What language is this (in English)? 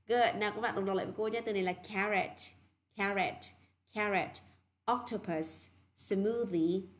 Vietnamese